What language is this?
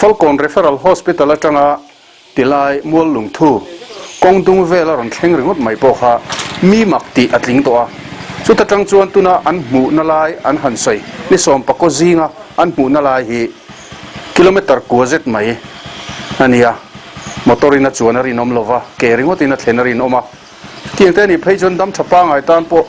Mizo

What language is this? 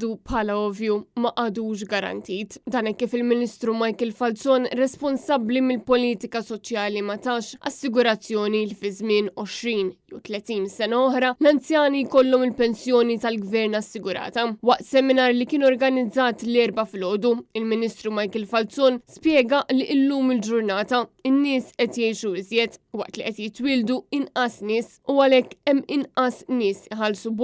Maltese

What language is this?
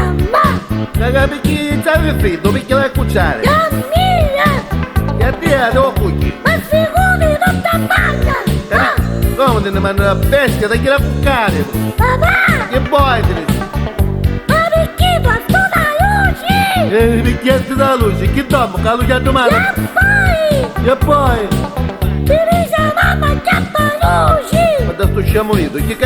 Neapolitan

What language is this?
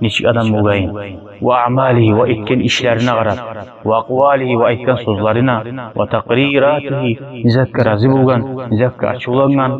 Kumyk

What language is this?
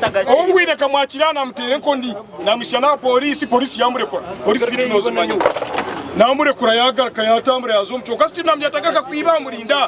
Nyankole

